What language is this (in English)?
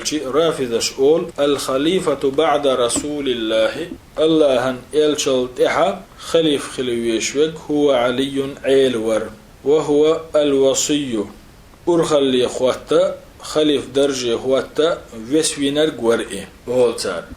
Chechen